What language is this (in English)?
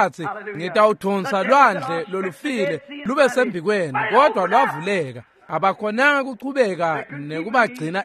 Swati